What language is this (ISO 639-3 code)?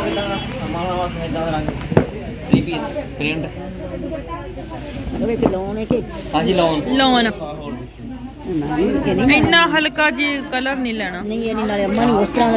pan